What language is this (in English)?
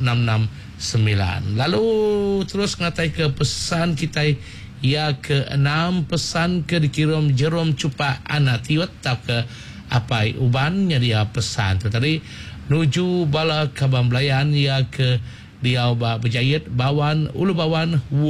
Iban